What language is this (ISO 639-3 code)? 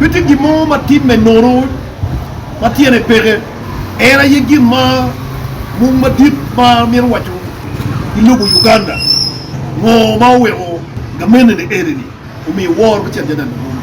ach